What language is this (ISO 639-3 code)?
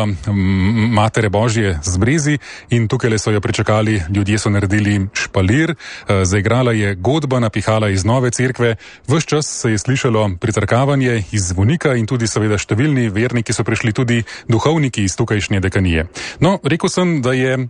slv